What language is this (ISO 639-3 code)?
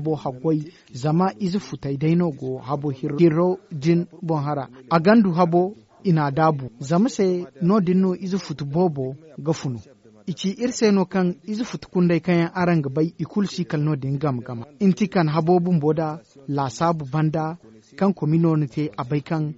dje